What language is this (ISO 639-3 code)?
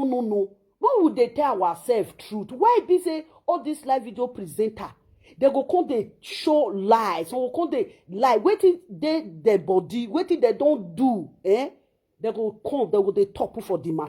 pcm